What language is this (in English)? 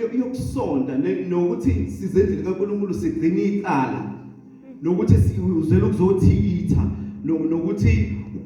Zulu